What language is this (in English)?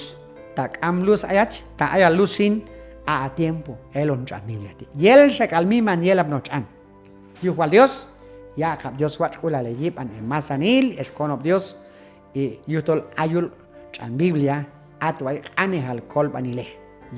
Q'anjob'al